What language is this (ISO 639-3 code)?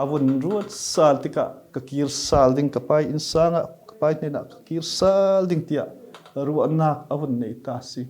cfm